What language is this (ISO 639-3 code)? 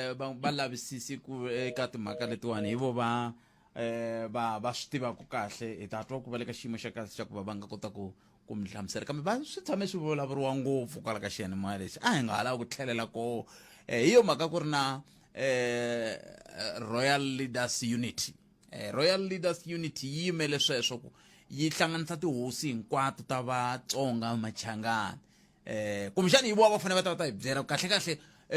tso